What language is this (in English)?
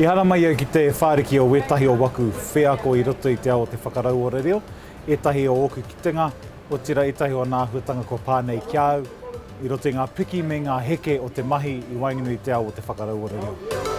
Māori